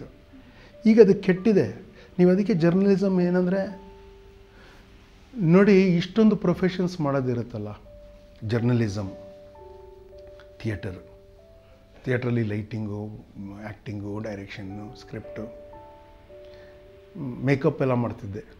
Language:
Kannada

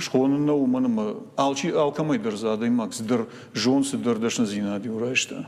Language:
Ossetic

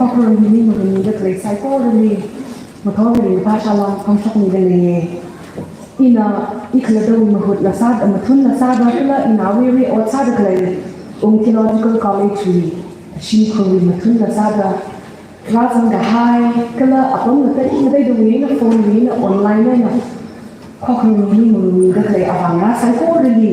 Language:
Tangkhul Naga (India)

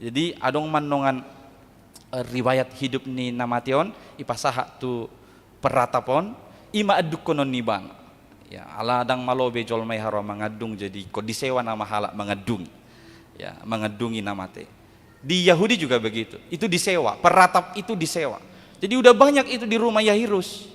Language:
Batak Toba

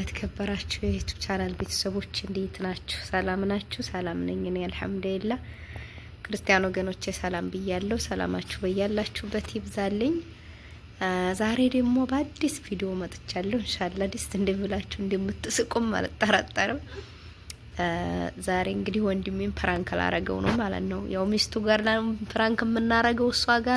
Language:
Amharic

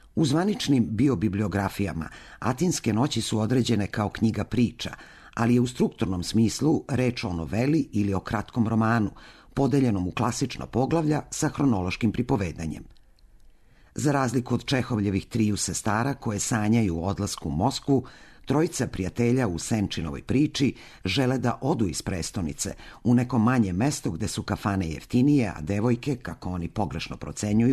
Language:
Serbian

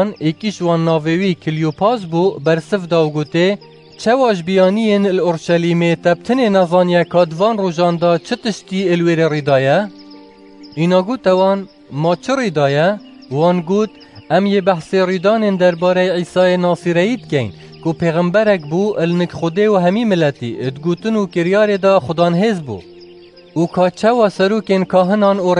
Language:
Kurdish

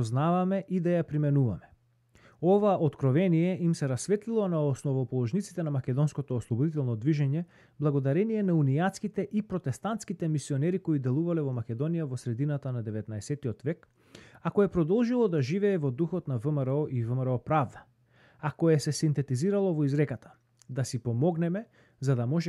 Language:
Macedonian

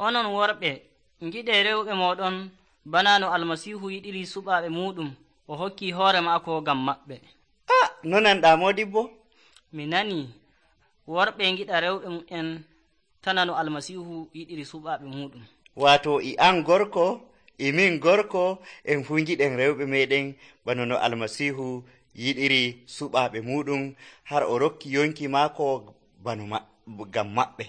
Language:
Nigerian Fulfulde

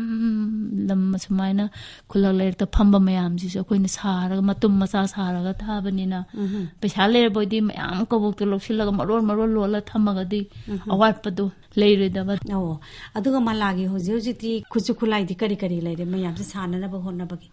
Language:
Manipuri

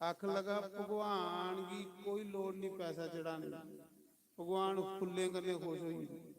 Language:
Dogri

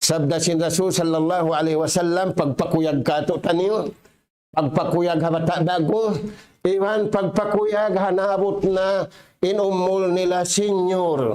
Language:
Tausug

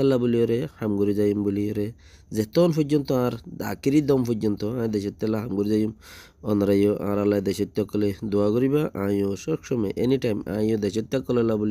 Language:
Rohingya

